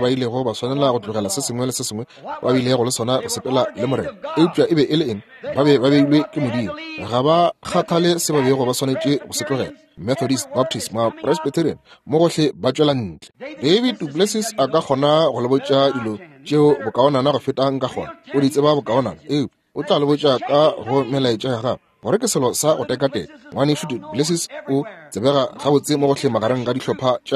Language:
Northern Sotho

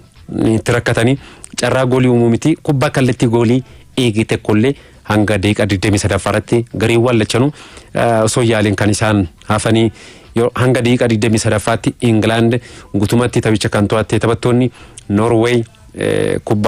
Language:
Oromo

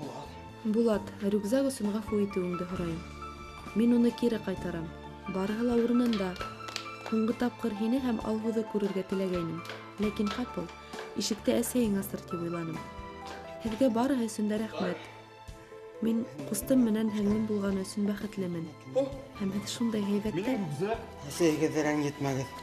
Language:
Bashkir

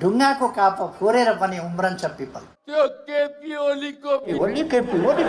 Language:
Nepali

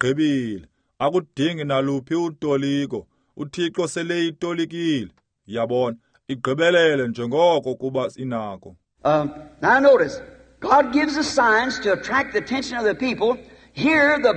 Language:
Xhosa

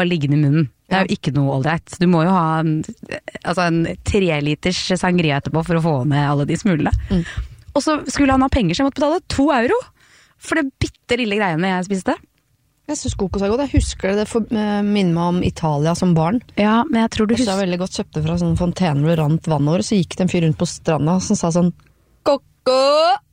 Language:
Norwegian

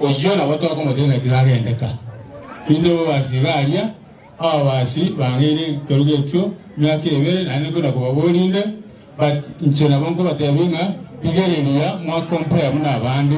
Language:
Gusii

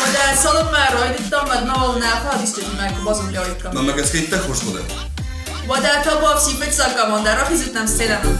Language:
Ossetic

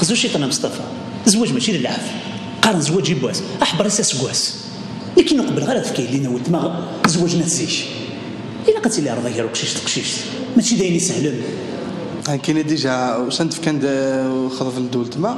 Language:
Kabyle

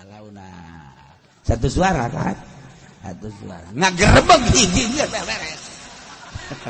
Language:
Sundanese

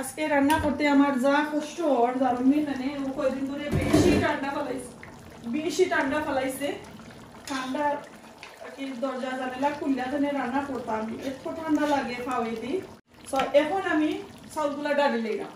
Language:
Sylheti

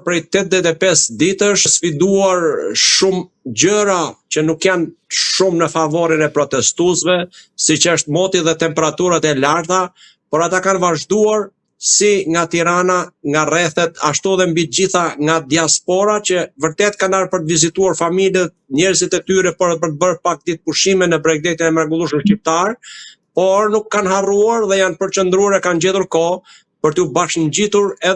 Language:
Albanian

